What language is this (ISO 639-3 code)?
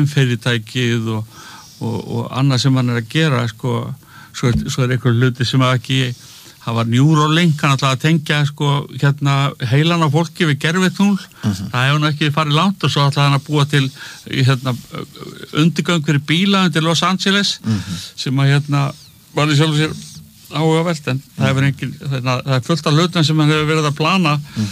isl